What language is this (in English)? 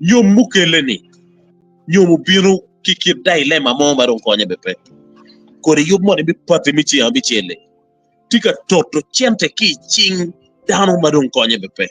Acoli